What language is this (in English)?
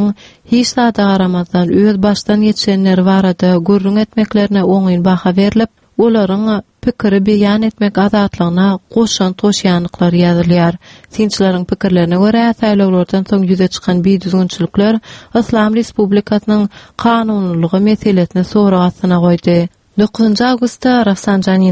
Turkmen